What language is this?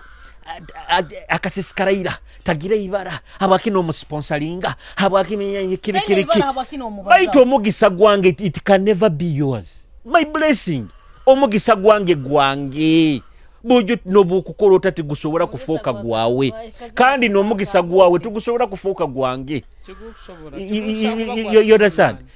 Nyoro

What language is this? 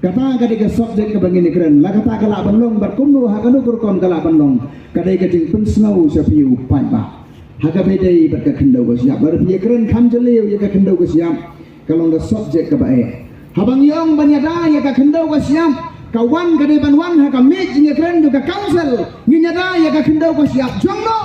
Khasi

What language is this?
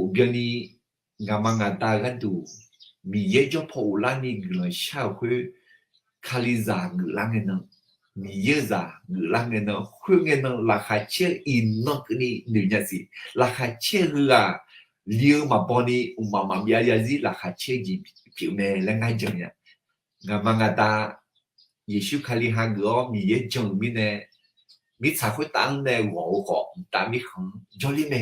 Akha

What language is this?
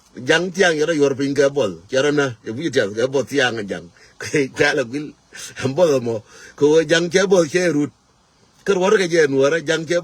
Nuer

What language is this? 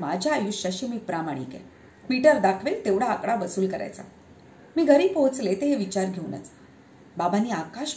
Marathi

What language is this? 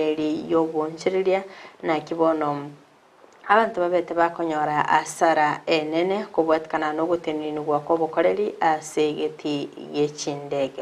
Gusii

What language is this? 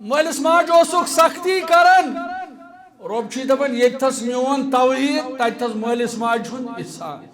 Kashmiri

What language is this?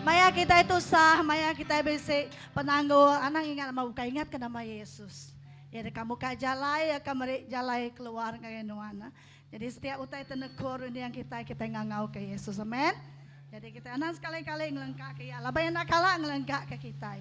Iban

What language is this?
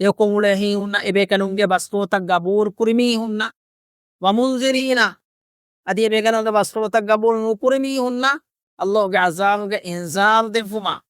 Divehi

